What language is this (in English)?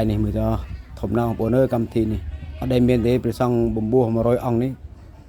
Khmer